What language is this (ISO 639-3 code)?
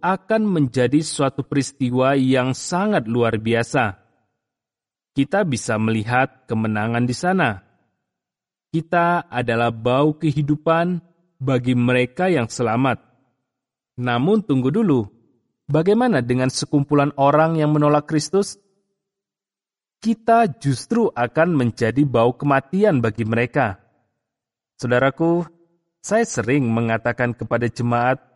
ind